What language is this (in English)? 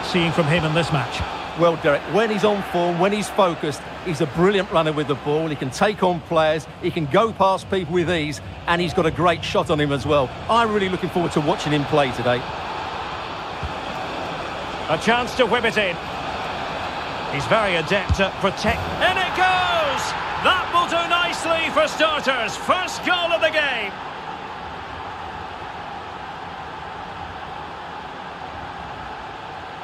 English